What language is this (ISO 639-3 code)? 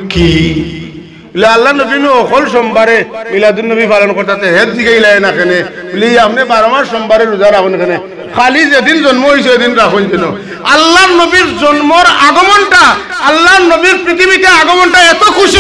syl